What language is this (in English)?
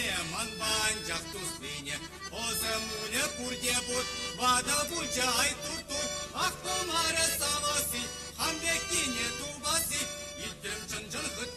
Chuvash